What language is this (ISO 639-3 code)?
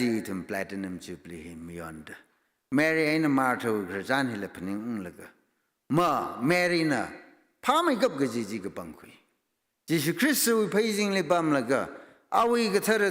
nmf